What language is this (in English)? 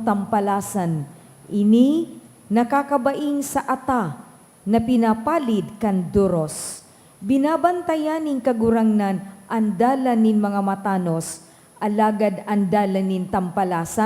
Bikol